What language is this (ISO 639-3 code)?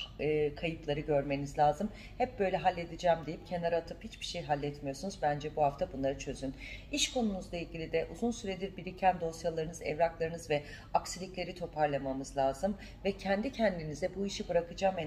tur